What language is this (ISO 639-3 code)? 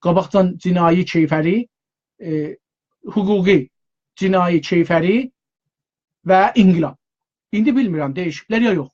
azb